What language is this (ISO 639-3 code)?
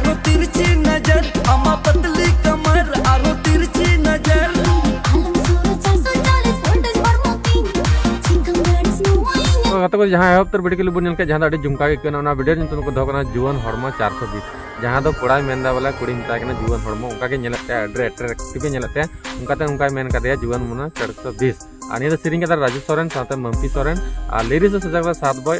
sat